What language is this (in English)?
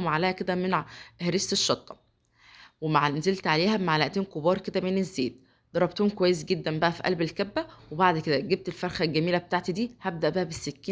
Egyptian Arabic